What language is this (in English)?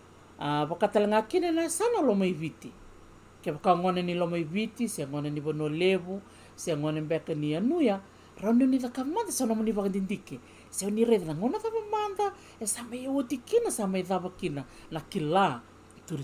Fijian